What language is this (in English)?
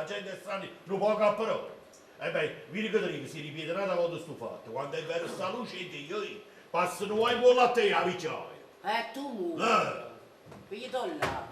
Neapolitan